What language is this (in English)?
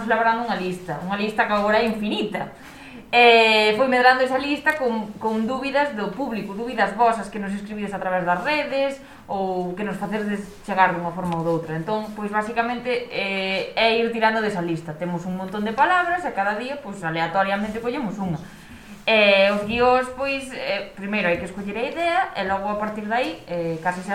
Galician